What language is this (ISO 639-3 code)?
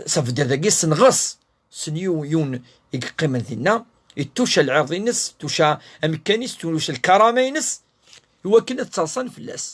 kab